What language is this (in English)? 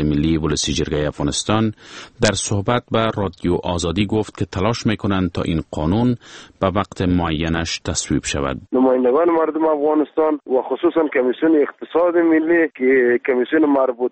Persian